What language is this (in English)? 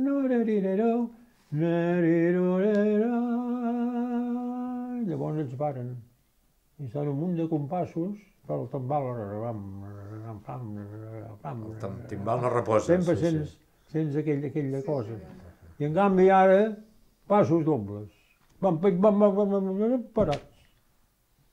Catalan